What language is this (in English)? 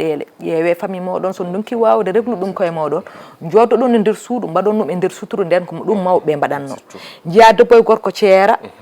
Fula